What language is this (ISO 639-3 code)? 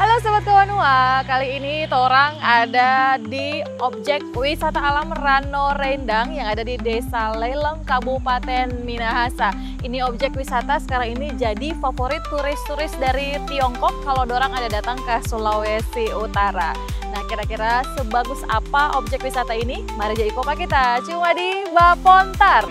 xmm